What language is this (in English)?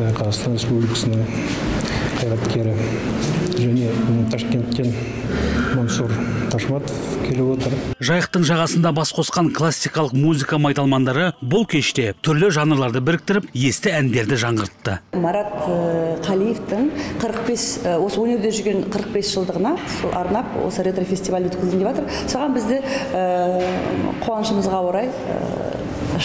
Kazakh